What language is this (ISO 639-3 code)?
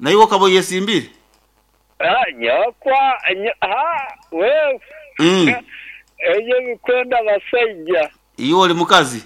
nyn